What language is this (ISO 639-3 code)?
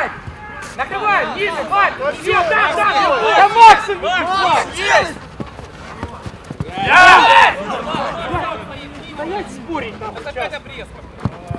rus